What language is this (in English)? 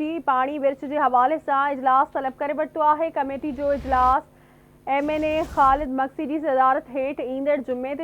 Sindhi